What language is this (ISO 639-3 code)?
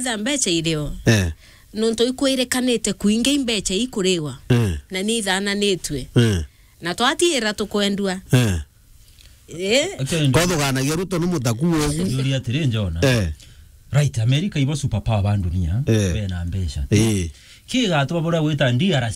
mer